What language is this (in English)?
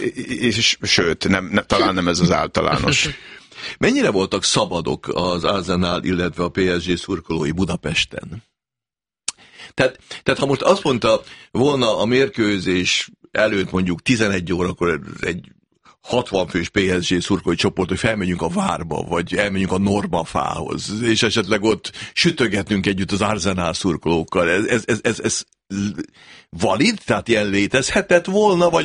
Hungarian